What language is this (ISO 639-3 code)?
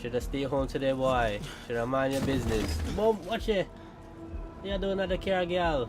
jam